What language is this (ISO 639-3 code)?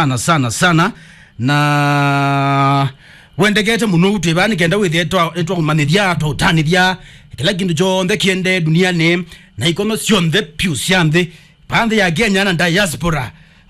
kam